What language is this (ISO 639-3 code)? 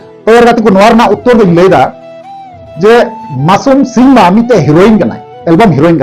sat